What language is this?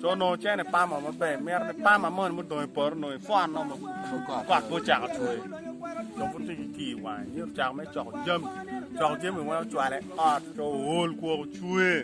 Acoli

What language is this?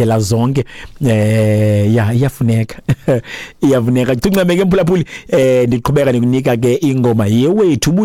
Xhosa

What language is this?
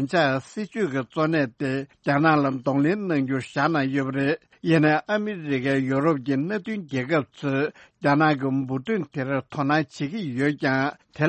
Tibetan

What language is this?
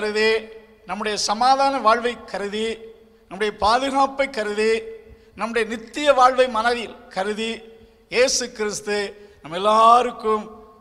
Tamil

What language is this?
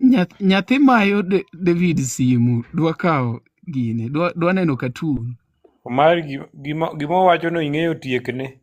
Luo (Kenya and Tanzania)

